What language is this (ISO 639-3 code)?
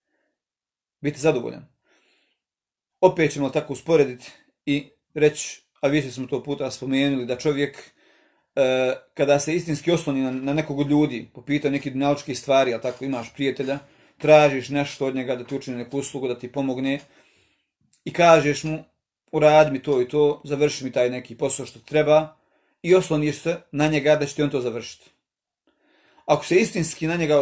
bos